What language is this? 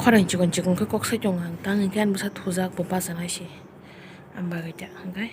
Kok Borok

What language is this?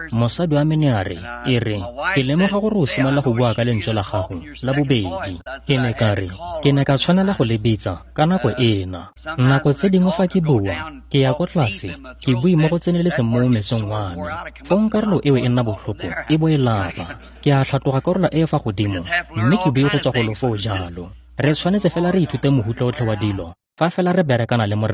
Tswana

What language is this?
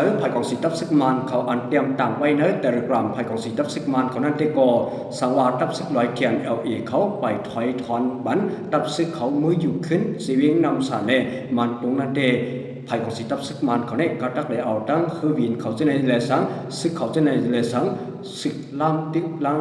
Shan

